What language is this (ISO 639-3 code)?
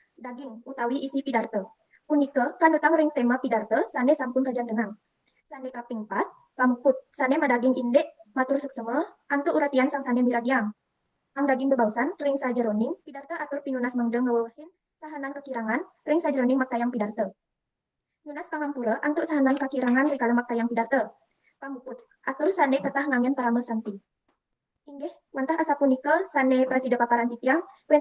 ban